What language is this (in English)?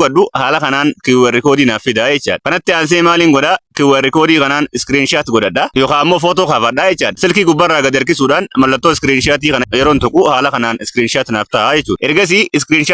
Oromo